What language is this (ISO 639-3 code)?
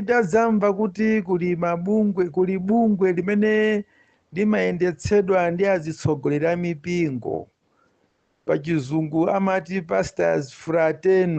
nya